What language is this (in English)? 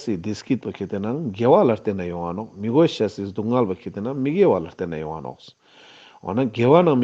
Ladakhi